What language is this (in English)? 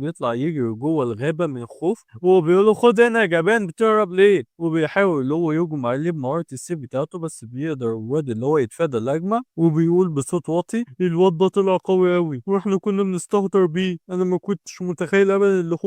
Egyptian Arabic